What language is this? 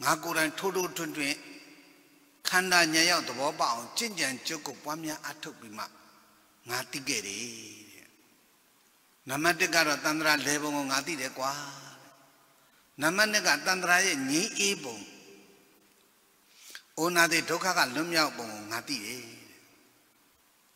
Burmese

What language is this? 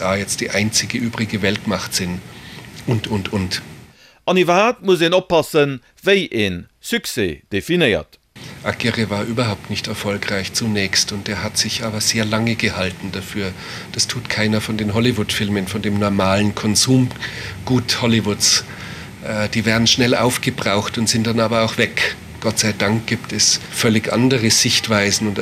Luxembourgish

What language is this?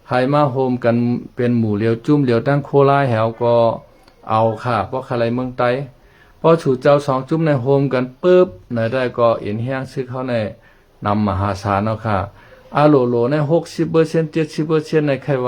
Shan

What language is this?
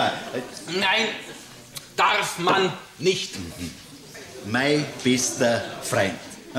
Bavarian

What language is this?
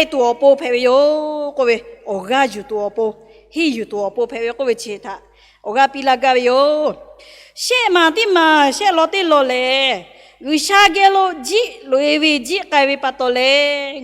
Lahu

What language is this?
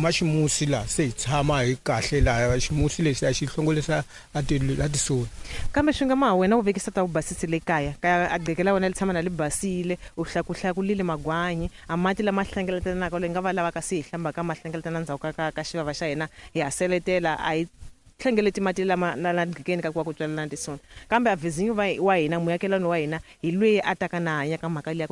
Tsonga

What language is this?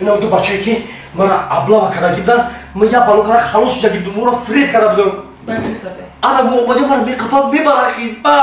Tajik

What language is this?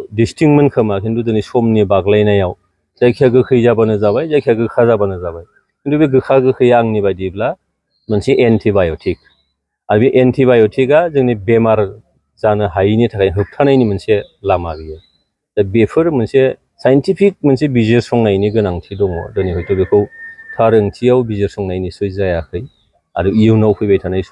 Bodo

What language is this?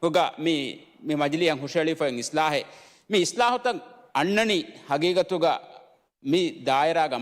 Divehi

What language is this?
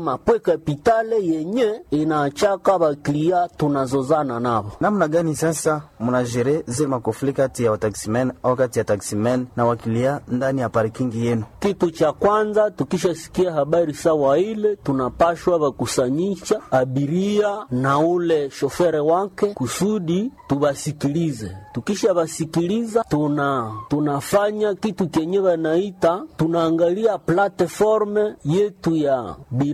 Swahili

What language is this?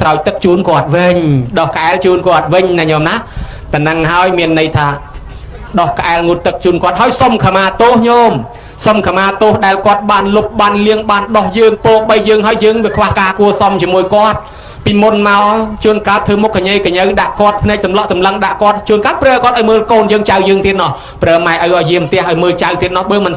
Khmer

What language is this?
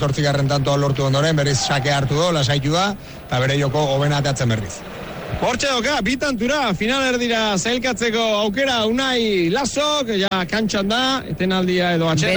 Basque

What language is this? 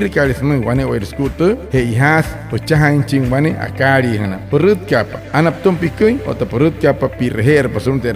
Wayuu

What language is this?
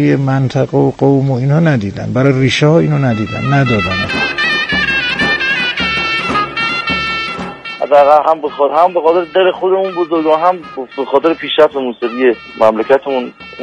Persian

